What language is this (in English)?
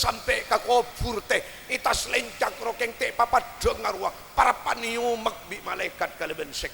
Madurese